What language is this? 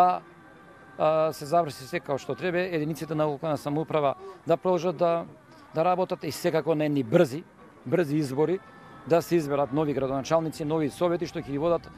Macedonian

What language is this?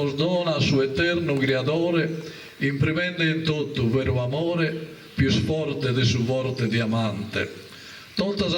Sardinian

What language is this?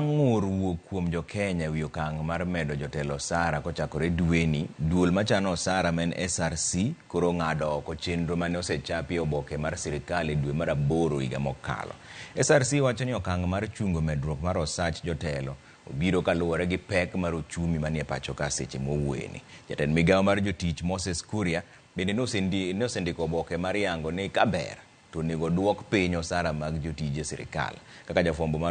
Luo (Kenya and Tanzania)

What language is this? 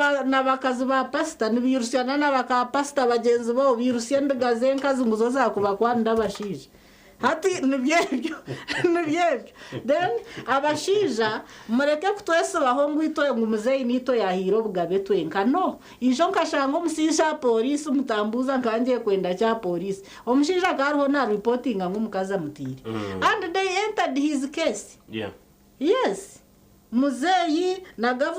Nyankole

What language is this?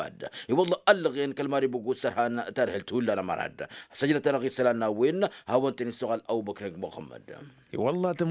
Tamasheq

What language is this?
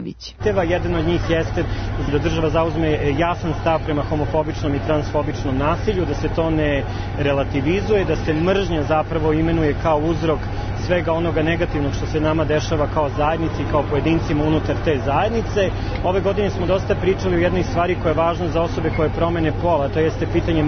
Serbian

